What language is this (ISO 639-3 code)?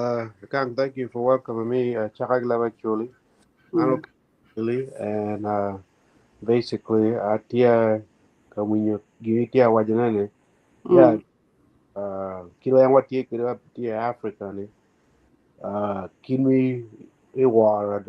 ach